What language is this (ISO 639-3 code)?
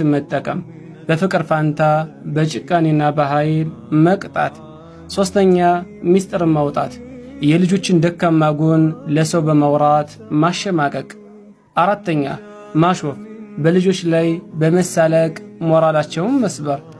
amh